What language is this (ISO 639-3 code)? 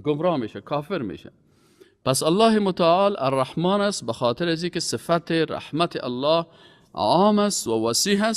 fas